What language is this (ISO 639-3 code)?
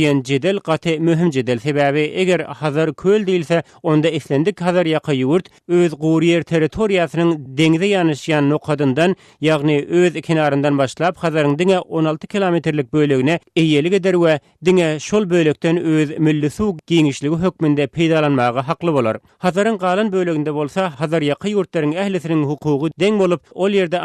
tuk